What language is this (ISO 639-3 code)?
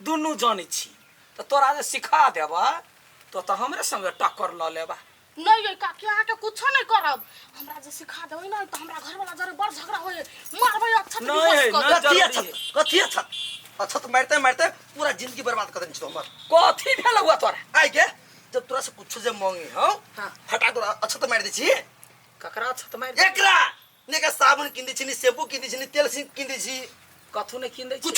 mai